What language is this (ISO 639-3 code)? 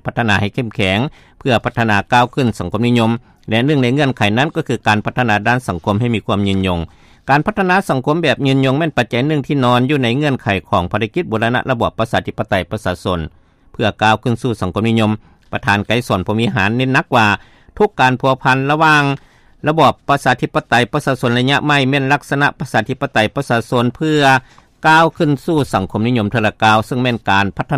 lao